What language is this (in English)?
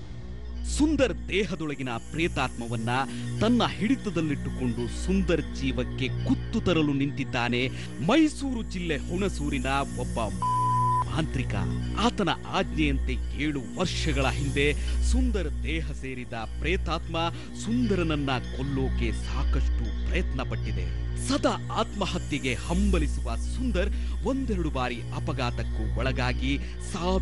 Kannada